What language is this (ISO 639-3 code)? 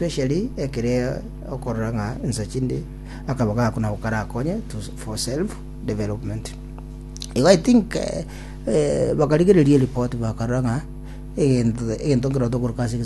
guz